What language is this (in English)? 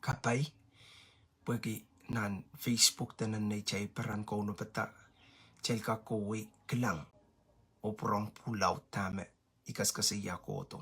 Pohnpeian